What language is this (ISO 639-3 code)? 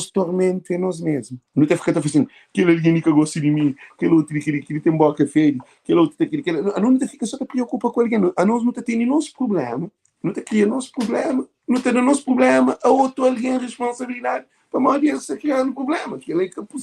kea